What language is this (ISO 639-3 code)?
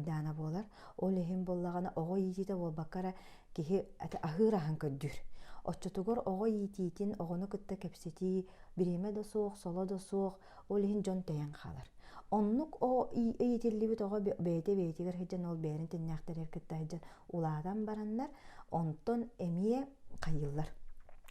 sah